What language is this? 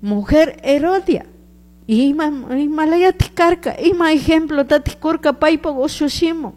Chimborazo Highland Quichua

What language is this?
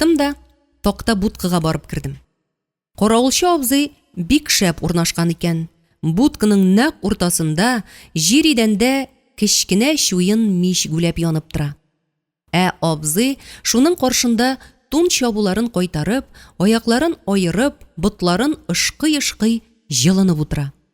Tatar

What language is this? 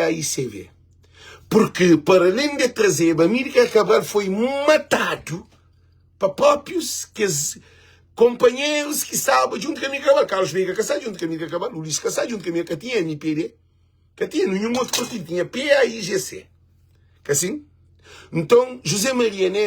Kabuverdianu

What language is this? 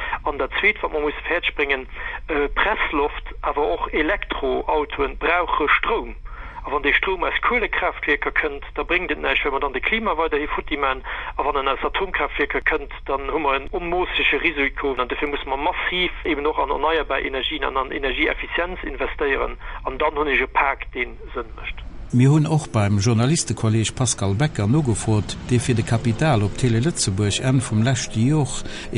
Luxembourgish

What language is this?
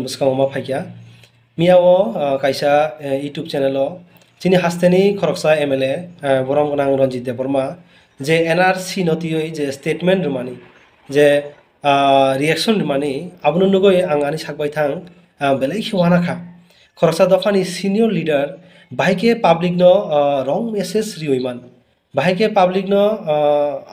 Kok Borok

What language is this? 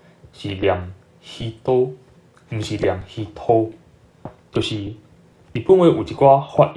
Min Nan Chinese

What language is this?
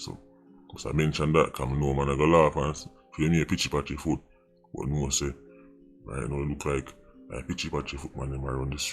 Jamaican Creole English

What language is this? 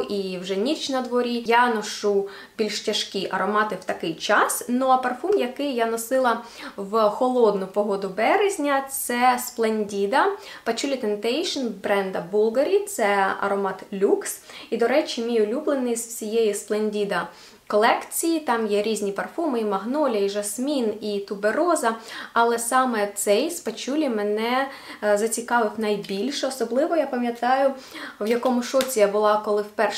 Ukrainian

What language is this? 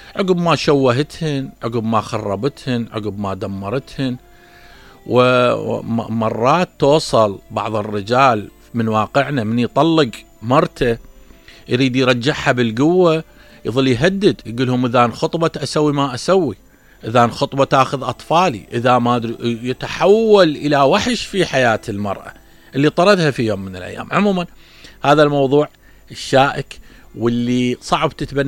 Mesopotamian Arabic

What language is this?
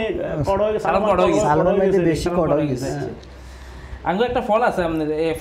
Bangla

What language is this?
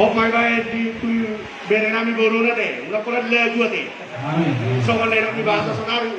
Batak Toba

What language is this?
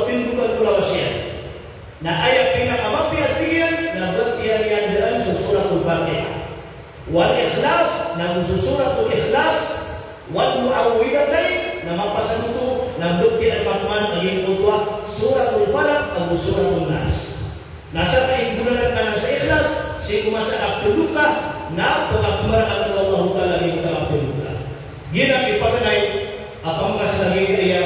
Maranao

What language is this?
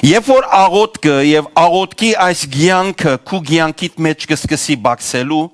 Western Armenian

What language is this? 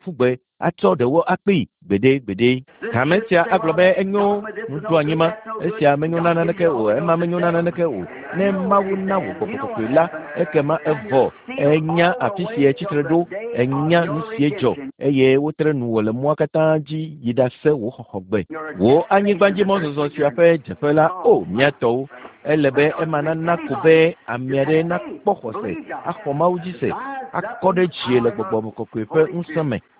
Ewe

